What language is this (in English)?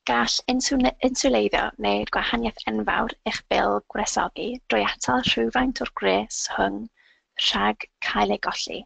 Welsh